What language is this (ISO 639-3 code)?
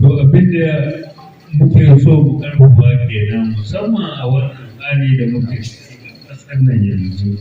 hau